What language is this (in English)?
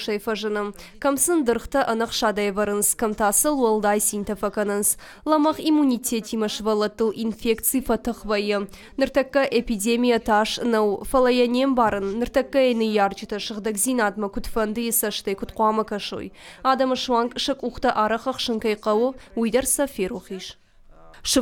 Ossetic